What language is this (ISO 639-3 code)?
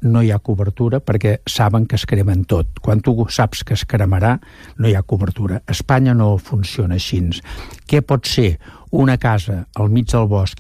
cat